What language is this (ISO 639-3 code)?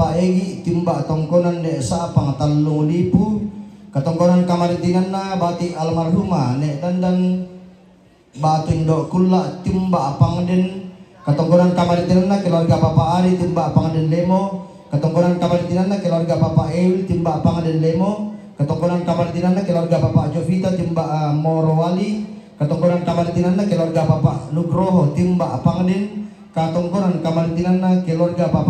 sda